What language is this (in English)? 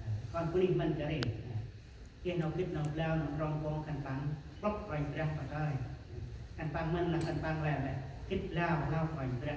Central Mnong